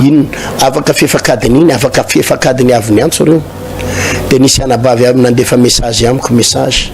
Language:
Malagasy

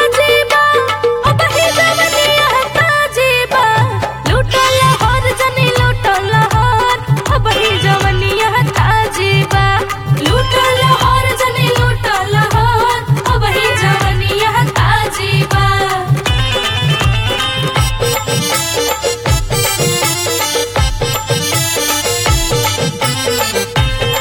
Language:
Bhojpuri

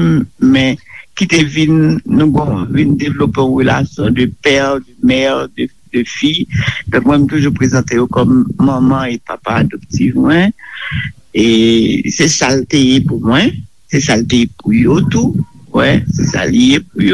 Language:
Haitian Creole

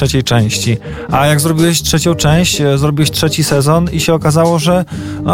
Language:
Polish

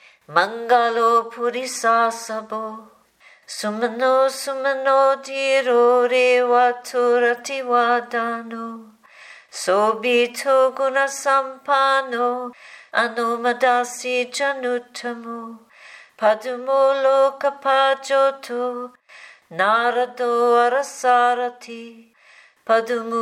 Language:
Pali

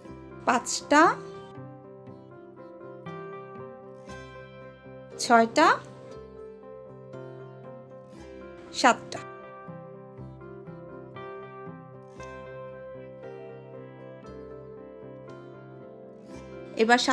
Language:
Bangla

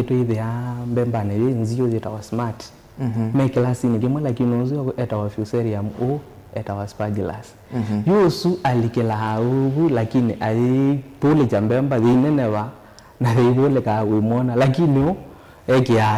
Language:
Kamba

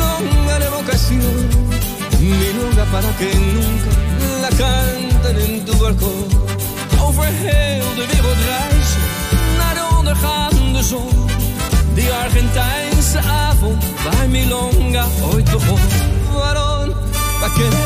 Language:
Dutch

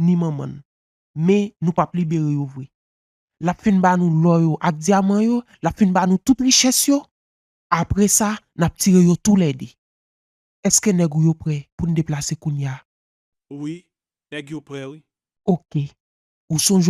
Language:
Haitian Creole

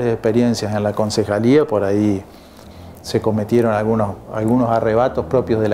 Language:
Spanish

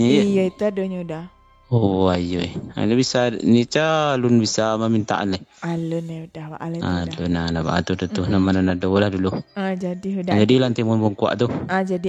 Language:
Minangkabau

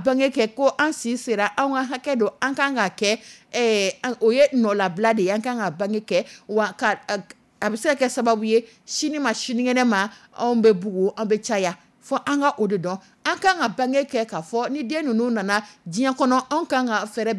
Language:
Dyula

